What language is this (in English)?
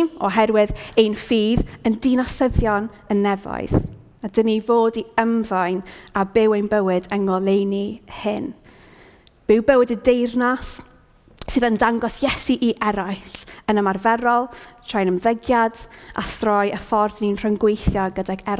Welsh